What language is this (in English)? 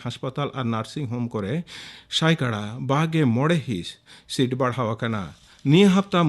Santali